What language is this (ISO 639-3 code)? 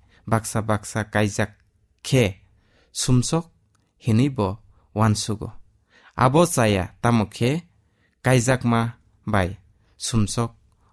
trp